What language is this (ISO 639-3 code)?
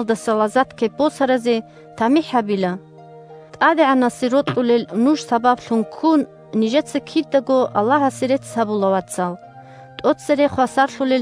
ava